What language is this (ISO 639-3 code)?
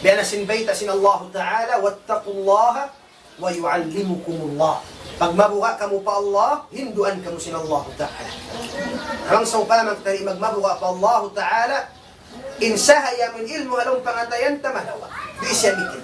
tsg